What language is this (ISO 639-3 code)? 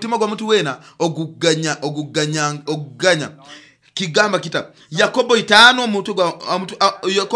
nyo